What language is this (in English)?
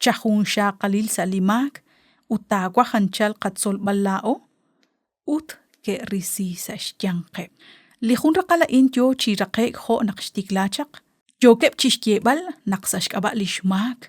Kekchí